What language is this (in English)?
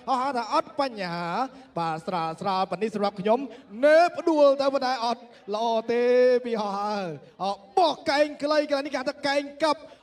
Khmer